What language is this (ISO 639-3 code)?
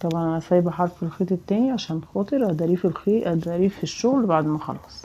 arz